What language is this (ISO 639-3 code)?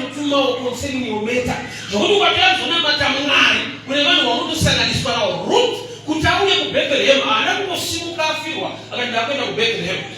sna